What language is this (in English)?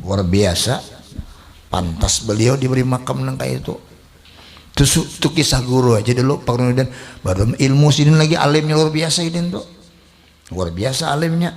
Banjar